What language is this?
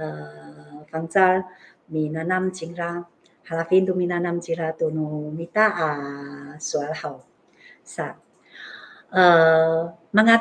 Amis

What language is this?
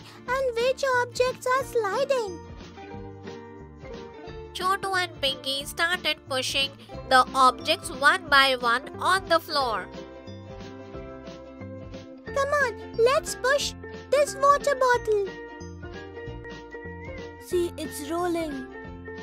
English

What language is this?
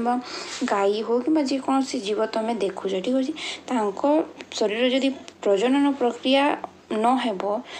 Odia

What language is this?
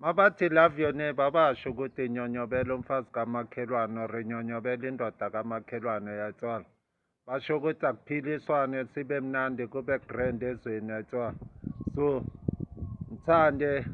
Zulu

